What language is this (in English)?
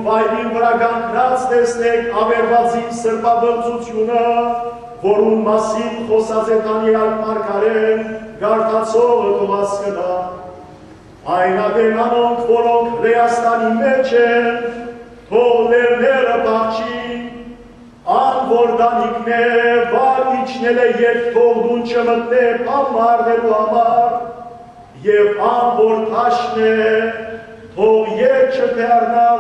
Western Armenian